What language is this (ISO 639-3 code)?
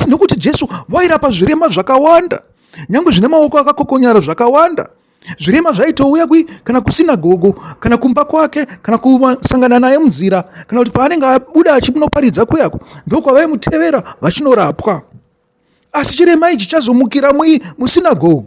sna